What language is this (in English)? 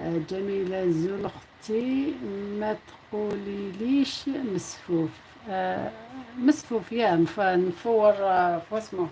Algerian Arabic